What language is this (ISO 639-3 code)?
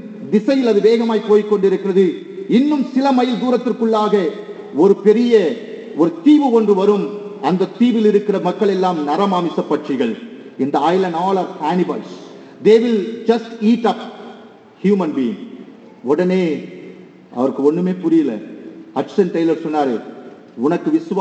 tam